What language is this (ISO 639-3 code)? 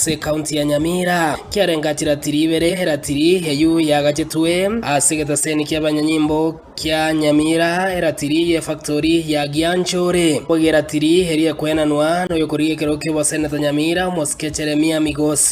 guz